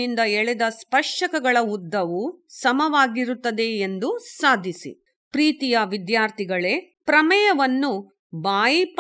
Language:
Kannada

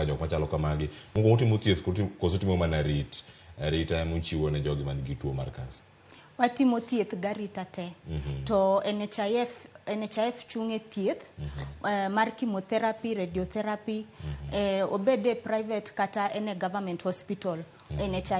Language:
Luo (Kenya and Tanzania)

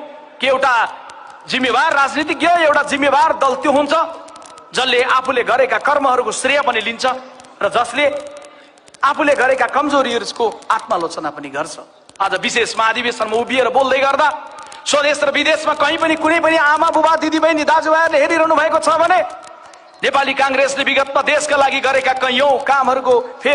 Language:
Nepali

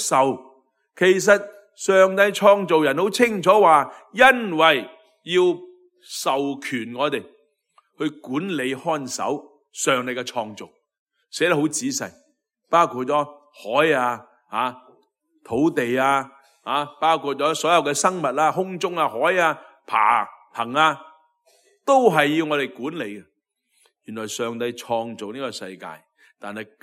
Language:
Cantonese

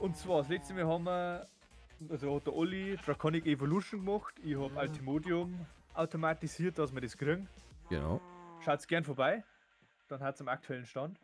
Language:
Bavarian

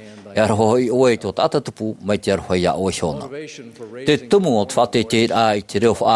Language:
Tahitian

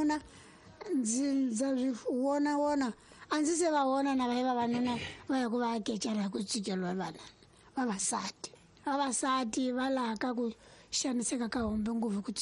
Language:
Tsonga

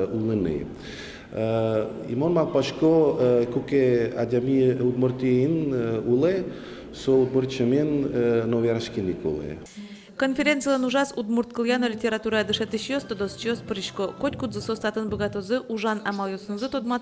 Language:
Udmurt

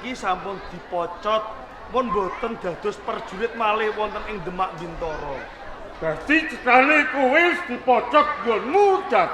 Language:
Javanese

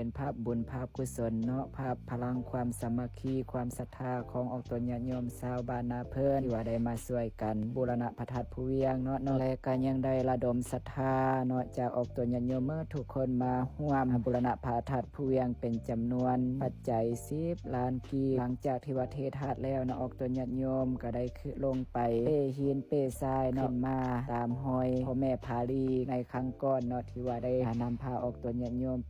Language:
Lao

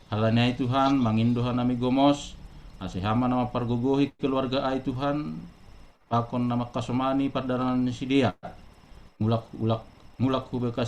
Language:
Batak Simalungun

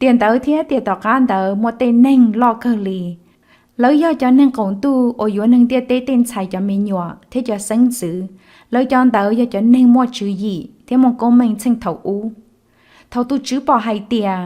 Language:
Hmong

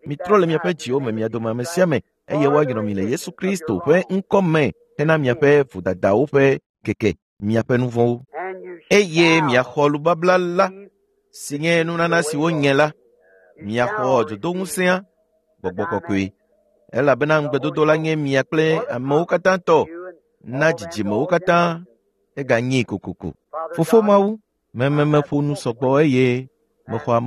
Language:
Ewe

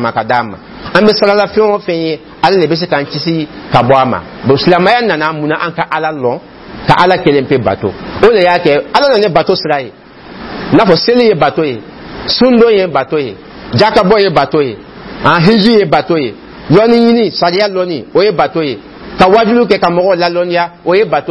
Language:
Dyula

